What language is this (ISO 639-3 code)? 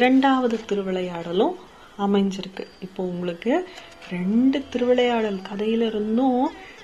tam